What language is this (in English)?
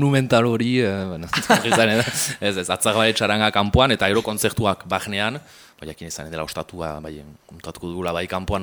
Basque